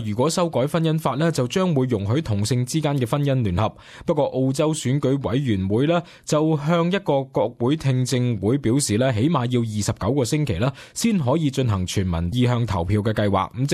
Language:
Cantonese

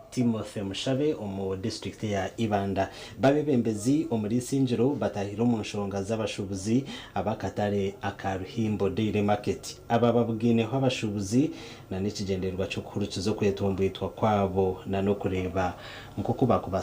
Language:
Nyankole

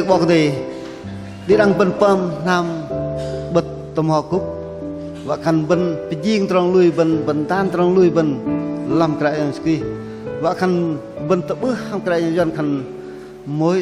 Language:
Bahnar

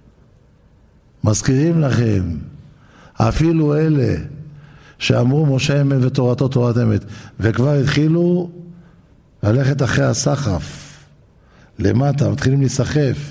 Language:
Hebrew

